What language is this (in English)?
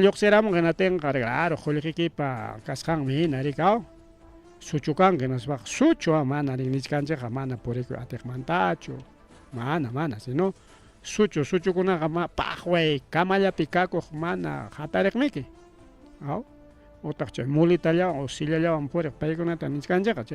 Ayacucho Quechua